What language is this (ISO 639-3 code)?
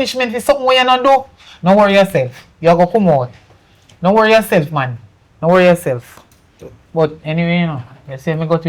jam